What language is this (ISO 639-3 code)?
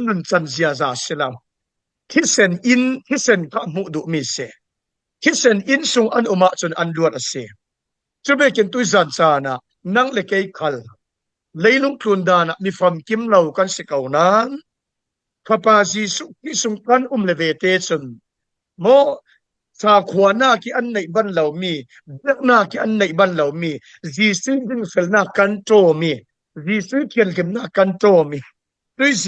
cfm